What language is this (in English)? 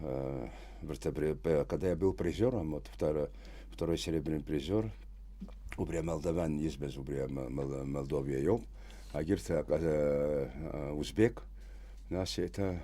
Abkhazian